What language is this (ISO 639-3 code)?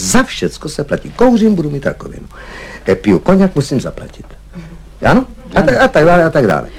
ces